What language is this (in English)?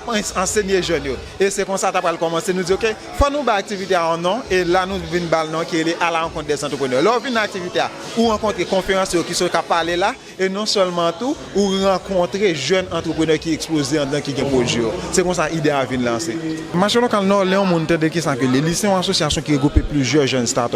Haitian Creole